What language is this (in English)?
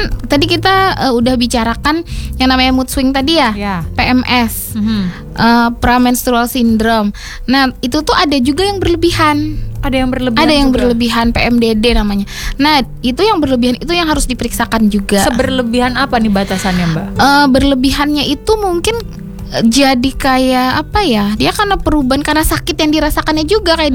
Indonesian